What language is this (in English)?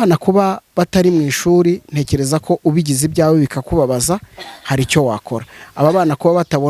Kinyarwanda